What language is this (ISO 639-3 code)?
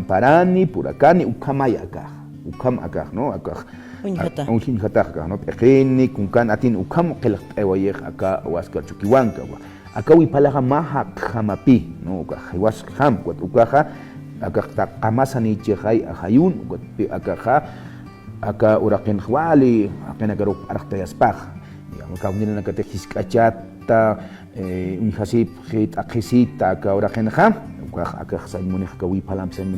aym